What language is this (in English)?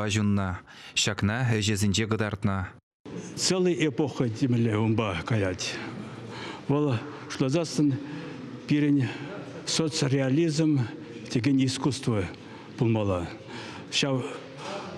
Chuvash